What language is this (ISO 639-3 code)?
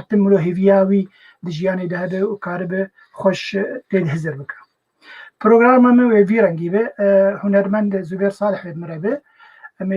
kur